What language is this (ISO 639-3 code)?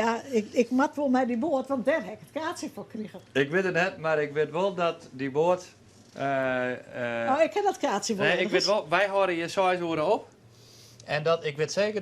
fry